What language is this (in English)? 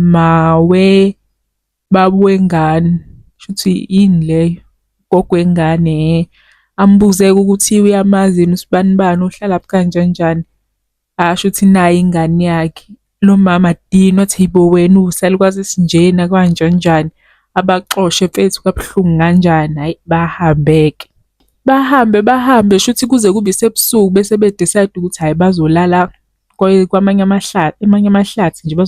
Zulu